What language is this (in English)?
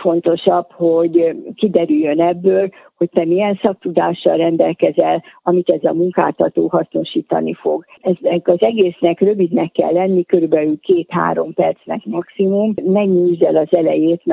Hungarian